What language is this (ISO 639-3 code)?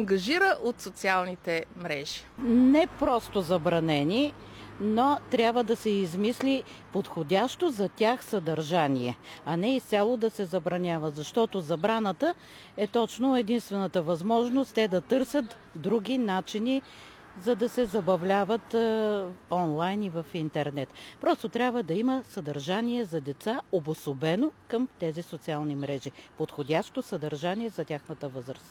bul